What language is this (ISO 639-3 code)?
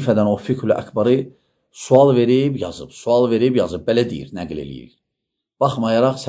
aze